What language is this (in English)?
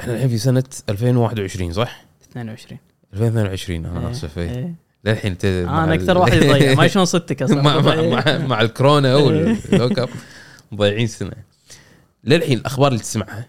Gulf Arabic